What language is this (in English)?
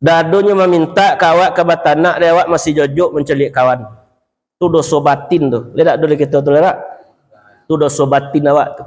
Minangkabau